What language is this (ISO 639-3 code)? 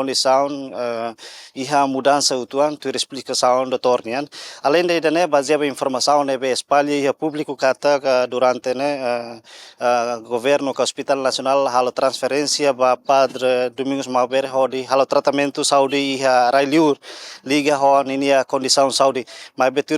tet